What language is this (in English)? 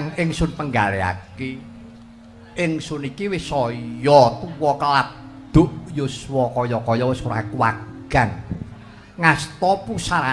Javanese